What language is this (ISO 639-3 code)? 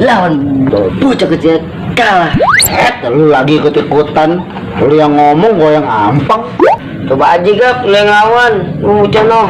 bew